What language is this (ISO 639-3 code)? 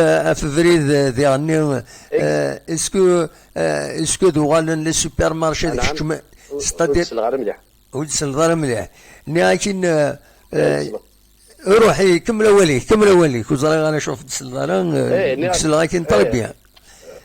kab